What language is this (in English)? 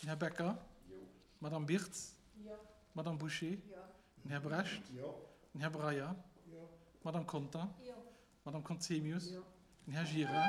Luxembourgish